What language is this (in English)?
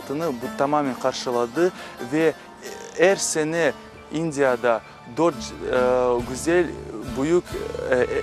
Crimean Tatar